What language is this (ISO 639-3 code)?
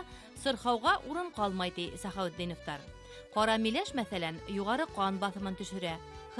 bak